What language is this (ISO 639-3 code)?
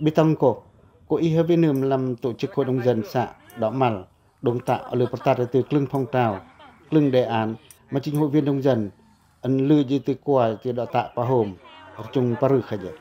pac